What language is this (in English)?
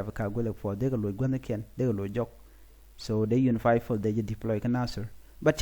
Nuer